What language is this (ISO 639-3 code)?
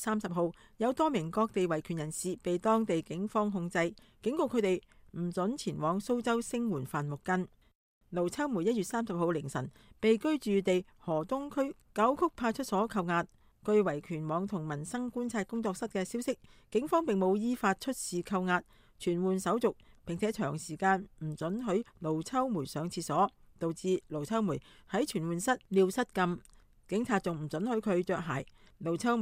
yue